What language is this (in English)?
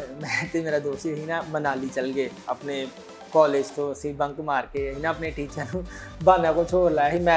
Punjabi